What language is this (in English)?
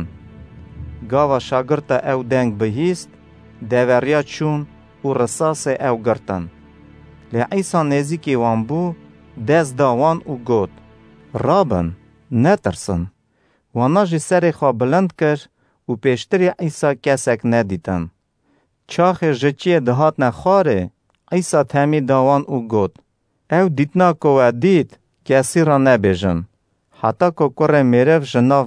Kurdish